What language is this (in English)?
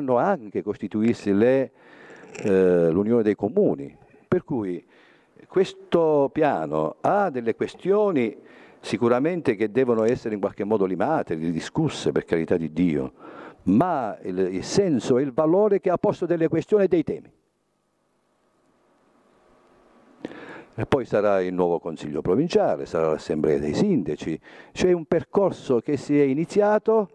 Italian